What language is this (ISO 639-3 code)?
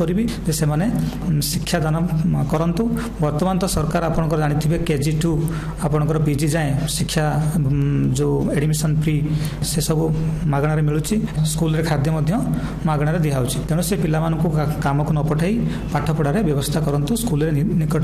ori